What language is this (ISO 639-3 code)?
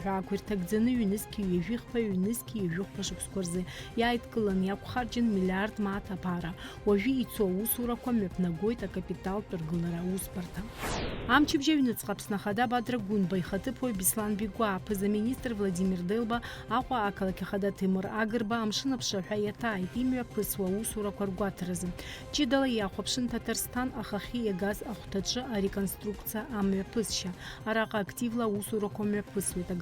abk